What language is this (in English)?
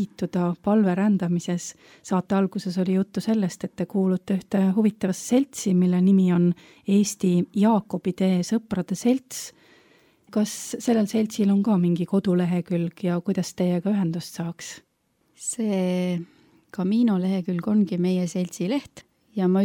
Estonian